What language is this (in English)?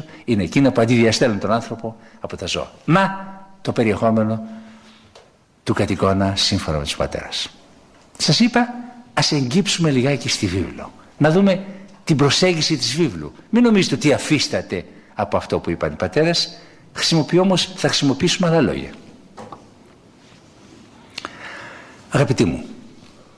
Greek